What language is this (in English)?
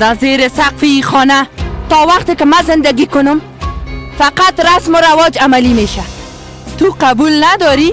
Persian